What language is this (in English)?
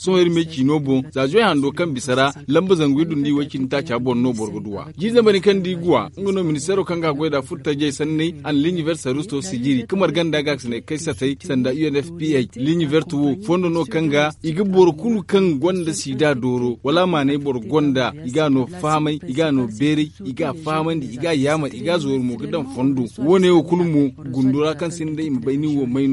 Zarma